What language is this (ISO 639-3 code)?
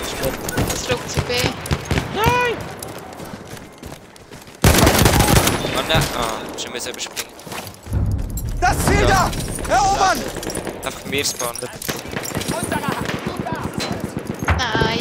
deu